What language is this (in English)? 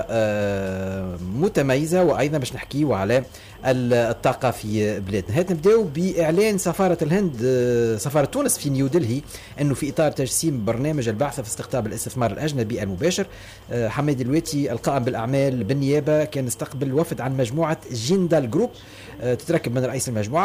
Tunisian Arabic